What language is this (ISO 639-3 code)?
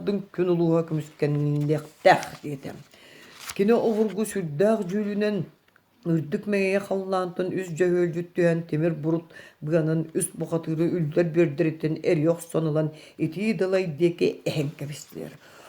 sah